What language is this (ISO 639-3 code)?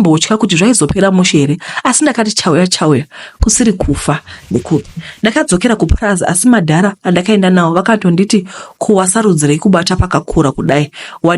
sna